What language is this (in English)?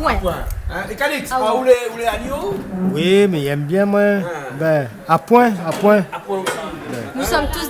Réunion Creole French